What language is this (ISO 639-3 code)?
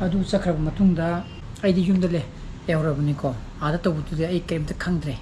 mni